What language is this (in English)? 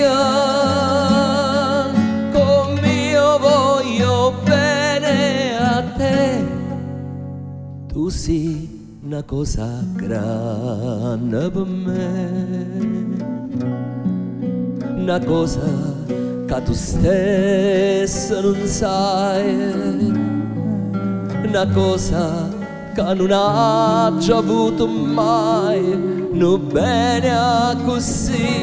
Italian